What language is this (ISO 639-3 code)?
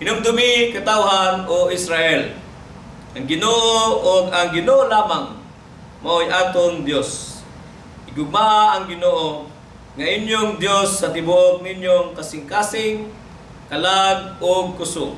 ceb